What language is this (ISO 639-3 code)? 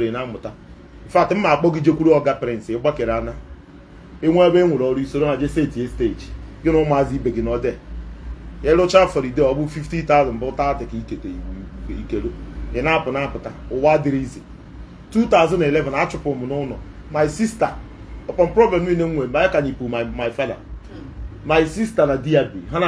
ibo